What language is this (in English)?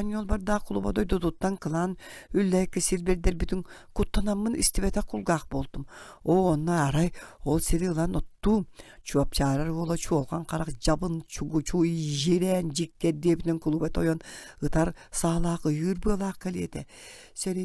Yakut